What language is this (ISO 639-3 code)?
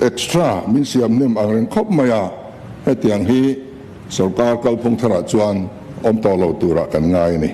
lus